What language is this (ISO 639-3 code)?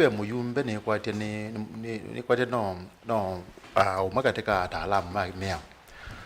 kam